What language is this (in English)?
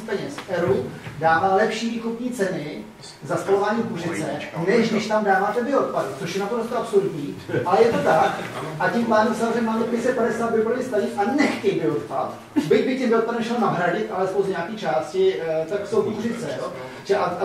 Czech